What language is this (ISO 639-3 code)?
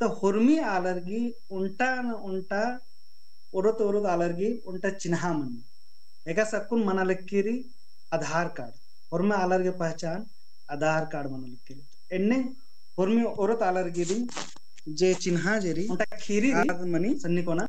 kru